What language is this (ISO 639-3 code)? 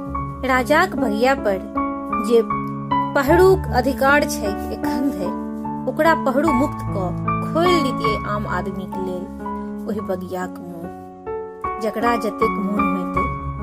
mai